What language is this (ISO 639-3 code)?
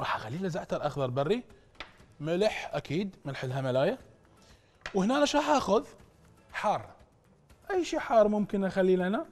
acm